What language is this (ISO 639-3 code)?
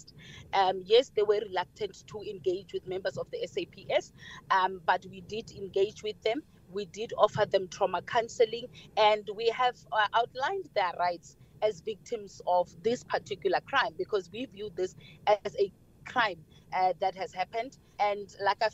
eng